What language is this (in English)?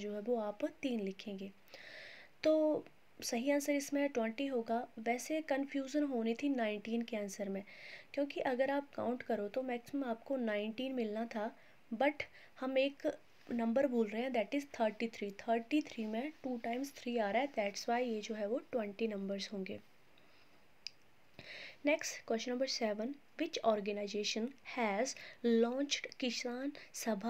Hindi